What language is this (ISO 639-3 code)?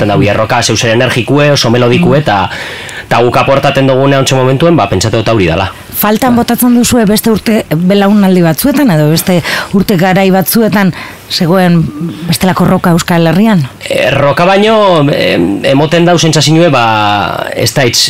eus